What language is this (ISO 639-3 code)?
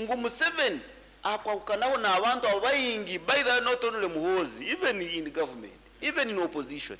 nyn